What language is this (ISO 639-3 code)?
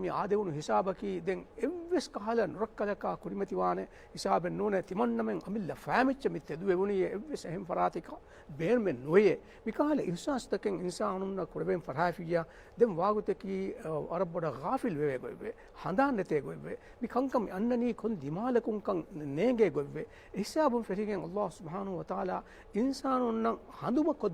div